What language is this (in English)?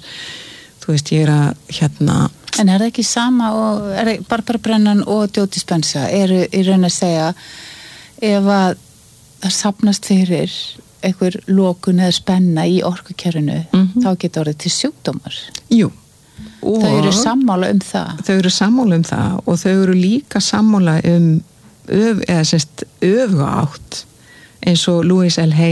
Icelandic